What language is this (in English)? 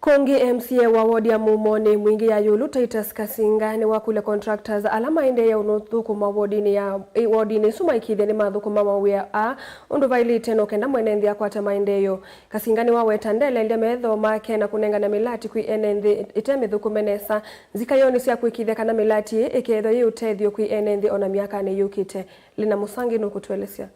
Kamba